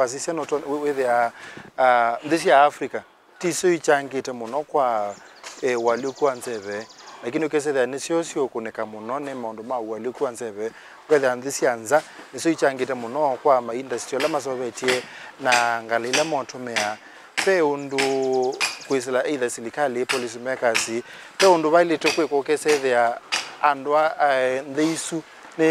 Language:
Kamba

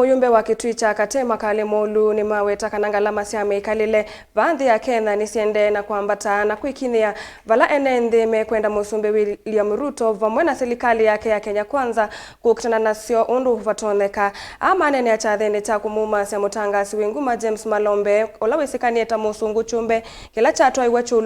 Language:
Kamba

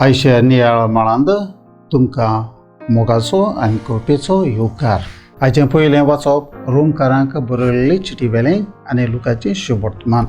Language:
Konkani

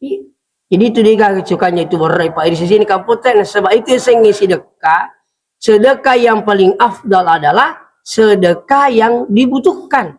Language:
Buginese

